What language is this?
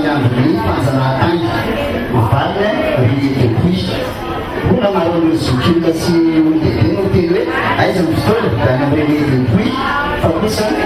Malagasy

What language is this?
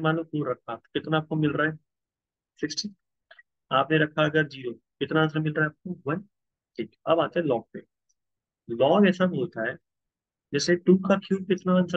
Hindi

